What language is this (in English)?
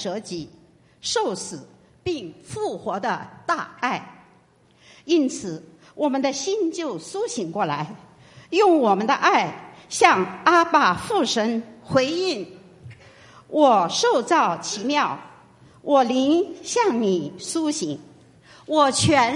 Chinese